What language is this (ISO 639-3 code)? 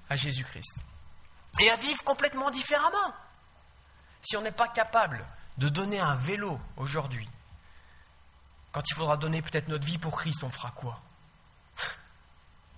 fra